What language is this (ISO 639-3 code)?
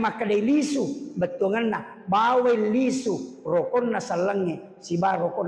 bug